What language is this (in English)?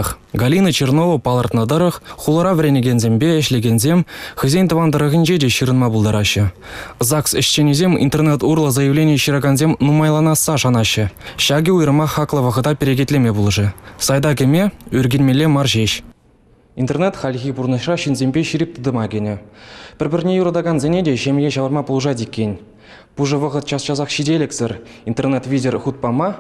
Chuvash